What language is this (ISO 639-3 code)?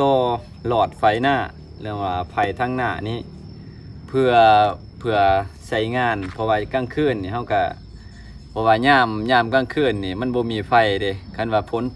lao